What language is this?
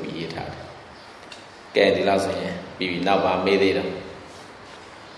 Burmese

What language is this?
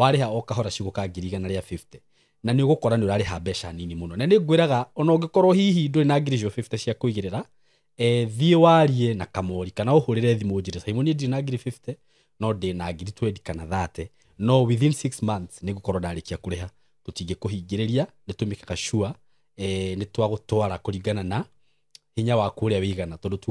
Kikuyu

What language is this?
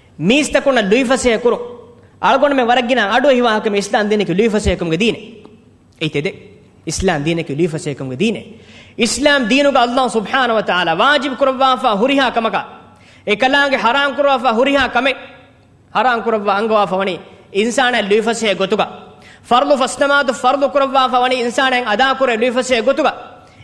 Divehi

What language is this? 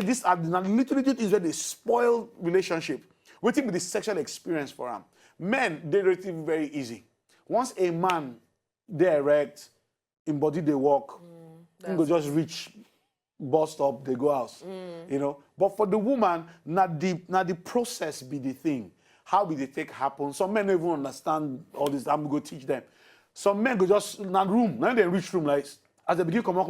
Nigerian Pidgin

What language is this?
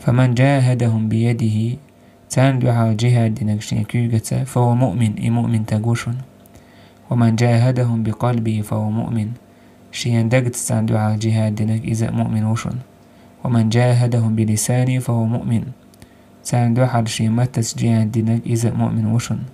Chechen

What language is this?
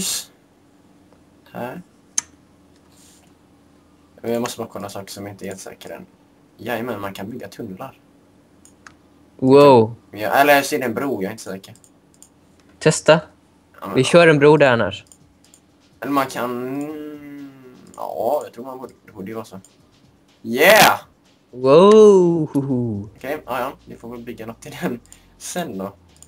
Swedish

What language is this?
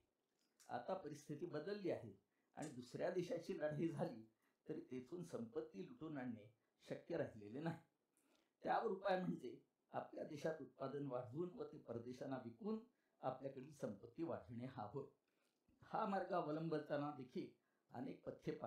Marathi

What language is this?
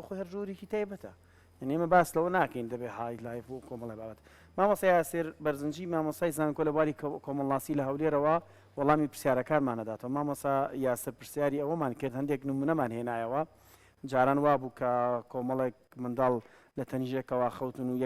Central Kurdish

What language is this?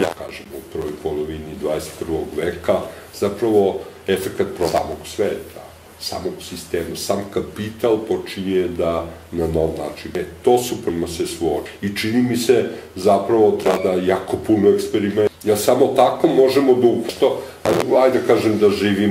Serbian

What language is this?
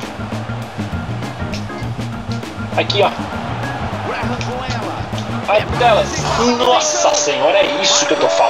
Portuguese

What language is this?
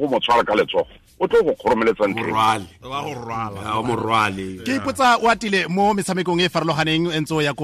Tswana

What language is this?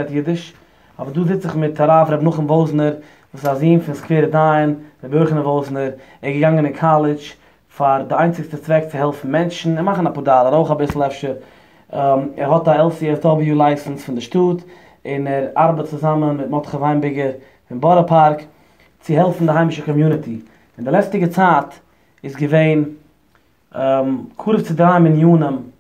Yiddish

